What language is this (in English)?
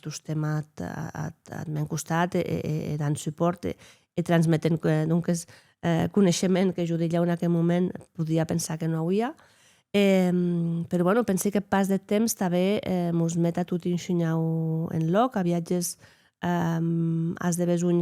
Occitan